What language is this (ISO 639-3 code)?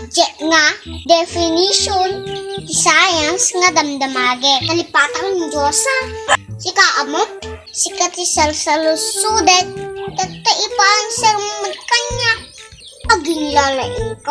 ilo